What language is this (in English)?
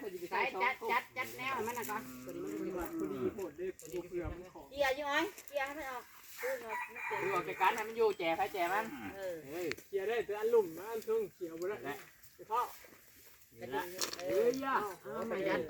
Northeastern Thai